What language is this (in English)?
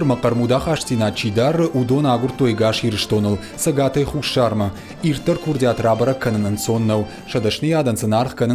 Ossetic